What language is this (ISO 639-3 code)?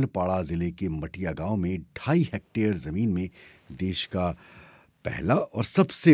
hin